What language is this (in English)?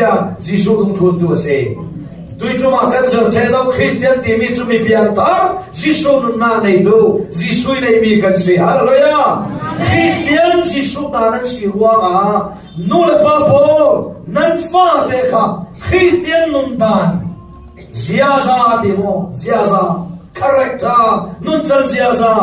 Falam Chin